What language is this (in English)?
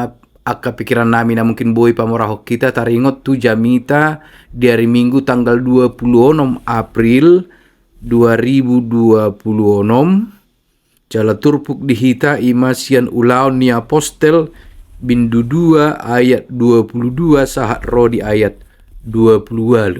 Batak Toba